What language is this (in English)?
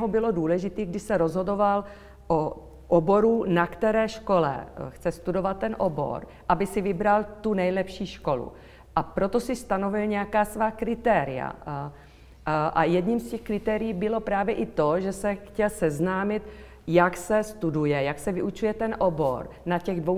Czech